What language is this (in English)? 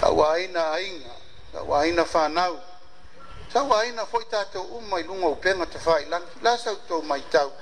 Samoan